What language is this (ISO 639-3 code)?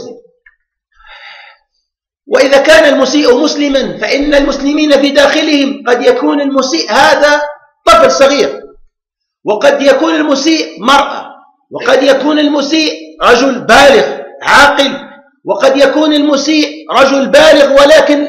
ara